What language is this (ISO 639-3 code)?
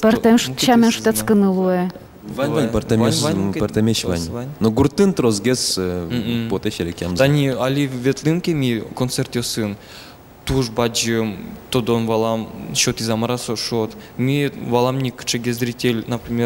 udm